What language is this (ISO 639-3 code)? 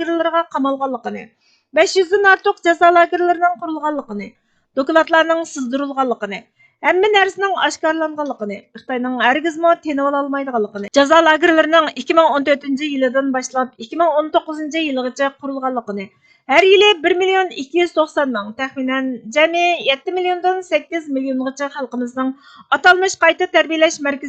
uig